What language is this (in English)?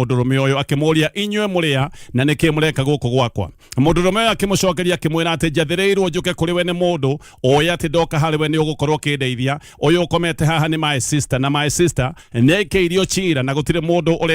Kikuyu